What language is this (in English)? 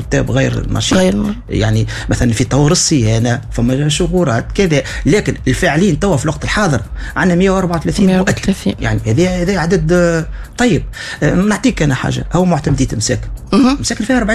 Tunisian Arabic